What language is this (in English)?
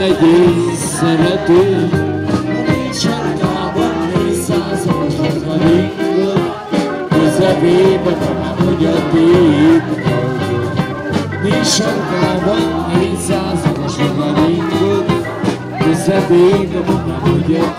Hungarian